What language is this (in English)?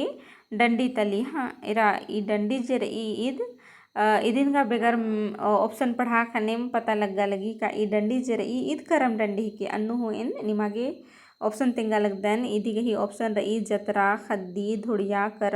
Kurukh